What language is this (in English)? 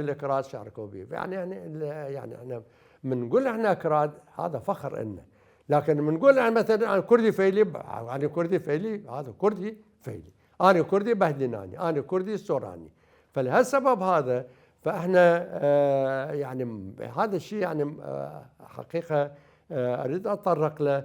Mesopotamian Arabic